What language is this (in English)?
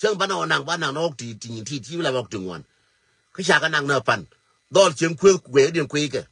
Nuer